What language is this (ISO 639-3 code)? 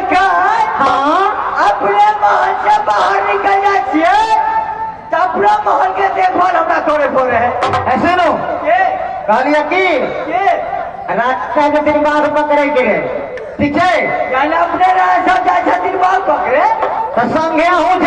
mai